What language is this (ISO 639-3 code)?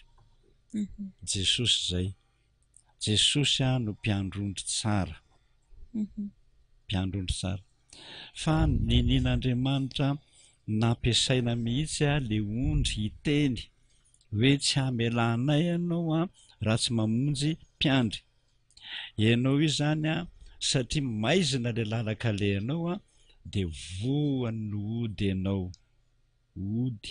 mlg